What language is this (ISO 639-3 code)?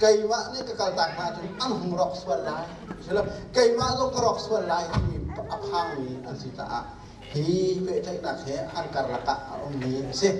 cnh